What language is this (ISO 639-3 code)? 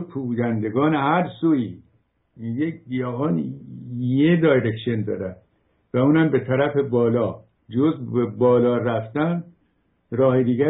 fas